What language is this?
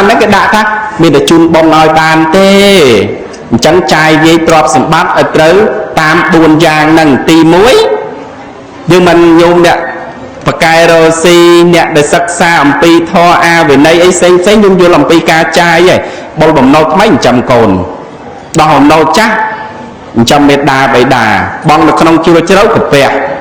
Khmer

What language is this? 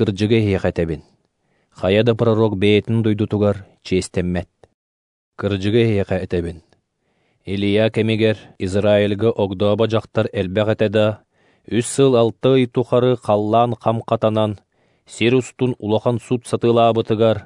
Yakut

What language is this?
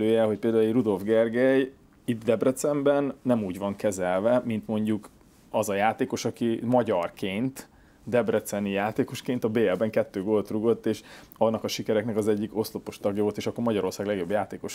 Hungarian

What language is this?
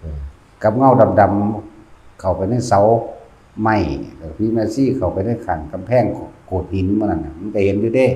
Northeastern Thai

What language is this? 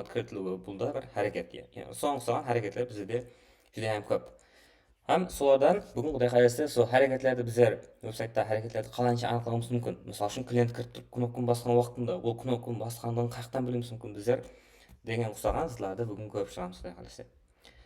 Kara-Kalpak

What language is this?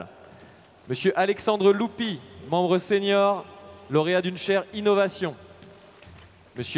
French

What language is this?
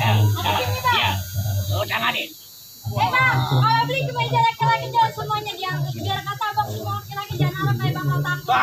Betawi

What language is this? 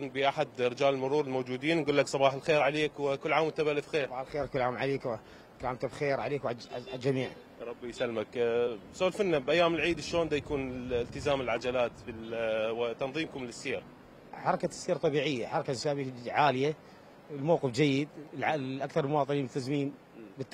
Mesopotamian Arabic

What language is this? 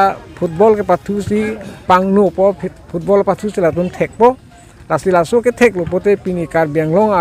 Karbi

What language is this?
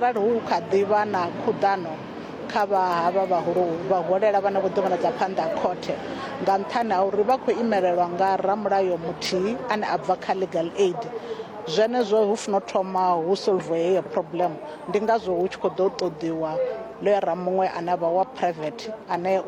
Venda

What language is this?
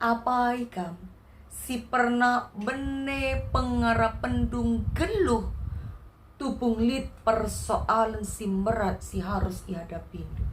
Batak Karo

